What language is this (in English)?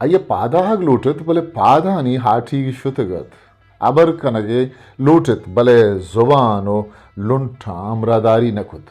Eastern Balochi